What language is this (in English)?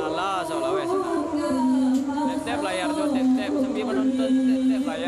Minangkabau